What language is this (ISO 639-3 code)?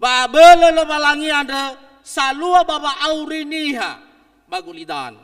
nia